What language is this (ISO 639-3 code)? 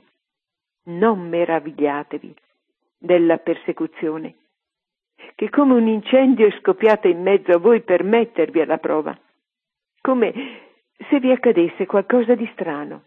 ita